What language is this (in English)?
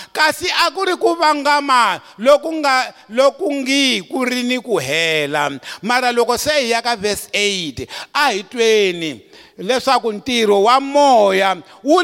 Tsonga